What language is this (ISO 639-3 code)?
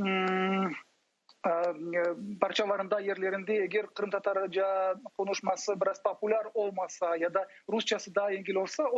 crh